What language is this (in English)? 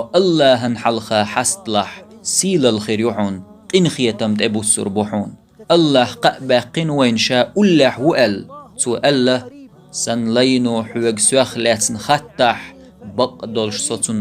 Chechen